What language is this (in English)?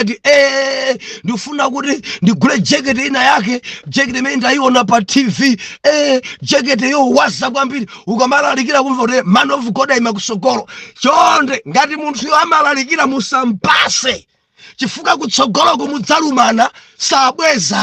Nyanja